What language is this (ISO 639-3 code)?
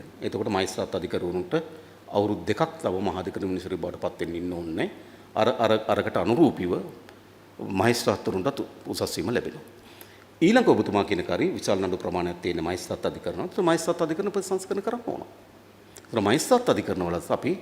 sin